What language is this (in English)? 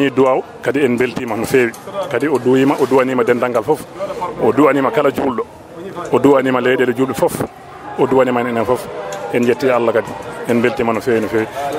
Fula